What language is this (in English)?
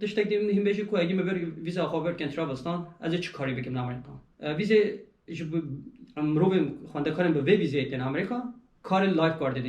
Kurdish